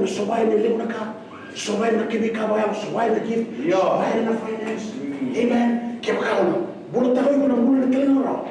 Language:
Fijian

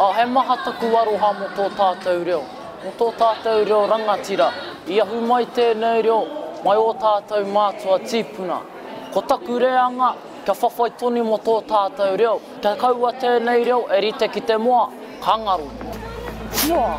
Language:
Māori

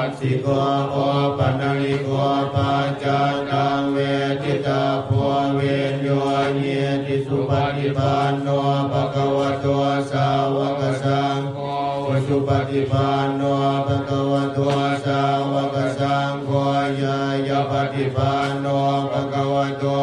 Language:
Pali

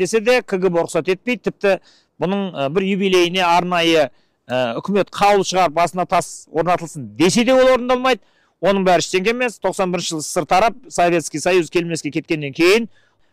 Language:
Kazakh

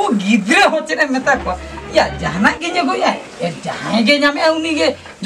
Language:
Santali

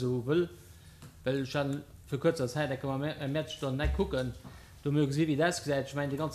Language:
Luxembourgish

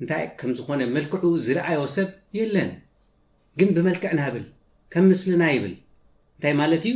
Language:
Tigrinya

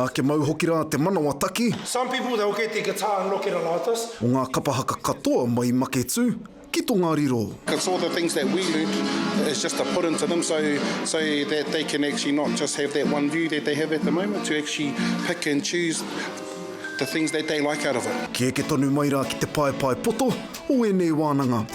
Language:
Māori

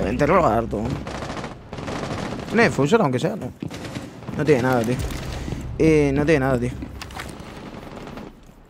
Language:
Spanish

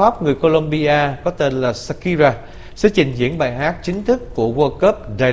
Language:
Vietnamese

